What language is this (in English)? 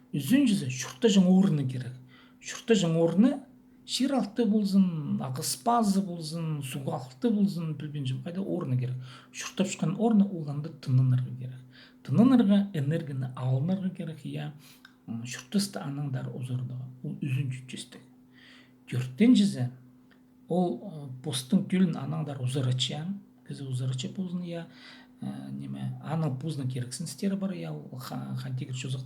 Khakas